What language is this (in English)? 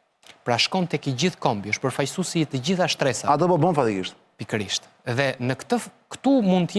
Albanian